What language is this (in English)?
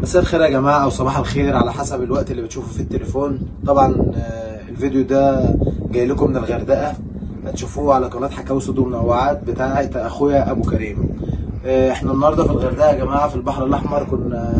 Egyptian Arabic